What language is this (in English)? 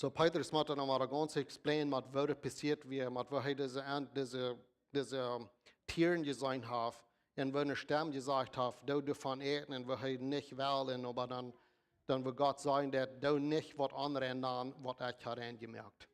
Plautdietsch